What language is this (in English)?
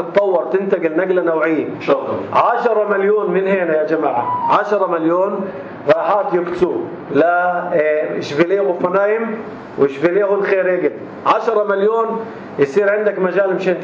North Levantine Arabic